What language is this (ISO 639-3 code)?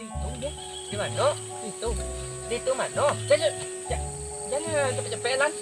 min